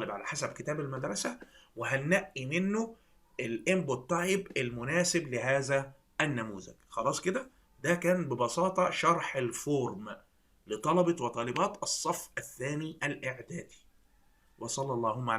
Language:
Egyptian Arabic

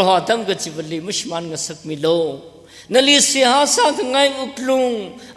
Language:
Tangkhul Naga (India)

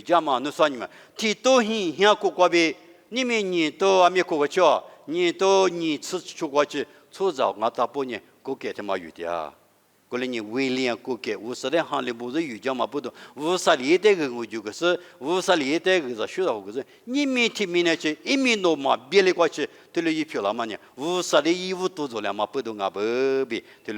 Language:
Lisu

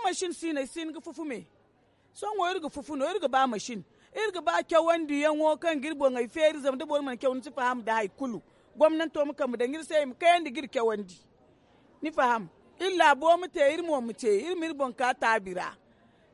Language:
Zarma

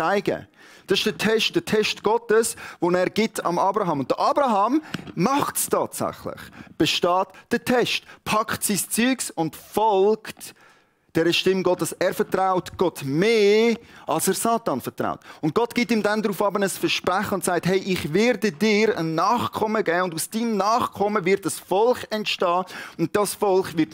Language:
Swiss German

